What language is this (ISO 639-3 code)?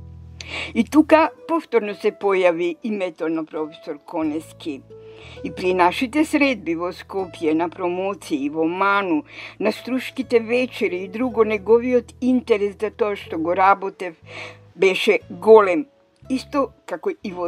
mkd